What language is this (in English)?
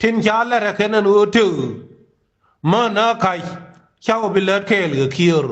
Nuer